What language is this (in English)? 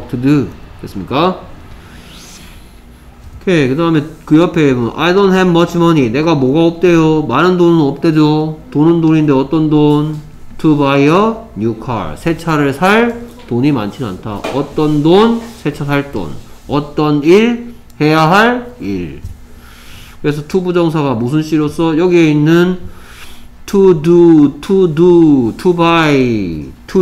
Korean